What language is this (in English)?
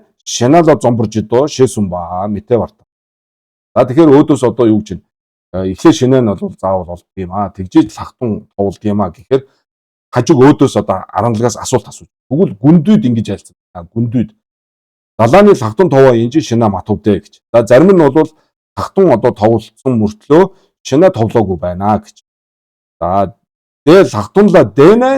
Mongolian